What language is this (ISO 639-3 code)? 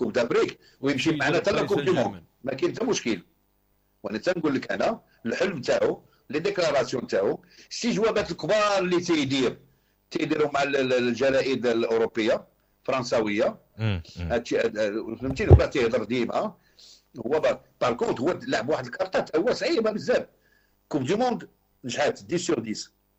ary